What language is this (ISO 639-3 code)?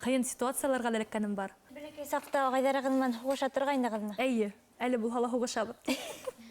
bak